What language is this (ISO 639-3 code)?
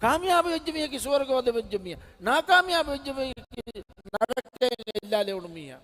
div